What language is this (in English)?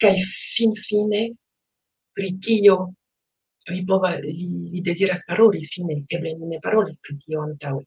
Esperanto